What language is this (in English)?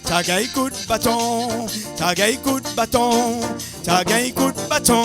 Réunion Creole French